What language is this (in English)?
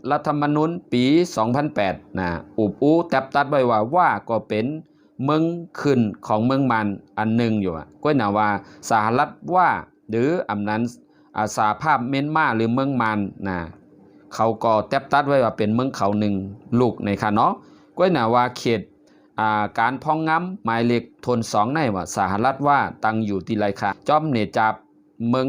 Shan